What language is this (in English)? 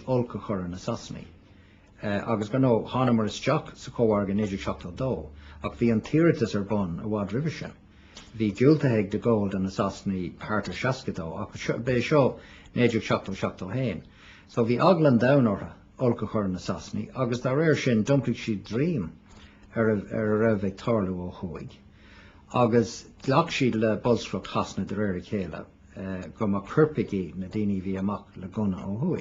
Irish